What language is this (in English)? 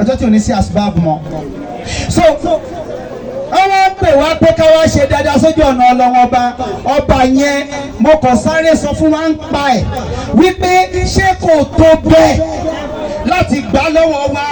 Yoruba